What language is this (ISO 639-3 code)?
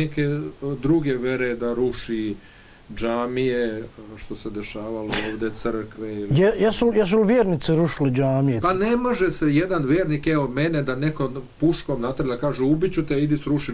bos